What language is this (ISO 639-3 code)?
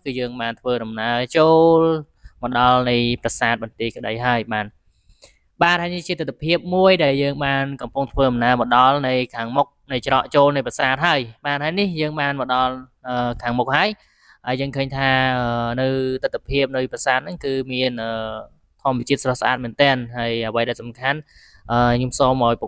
khm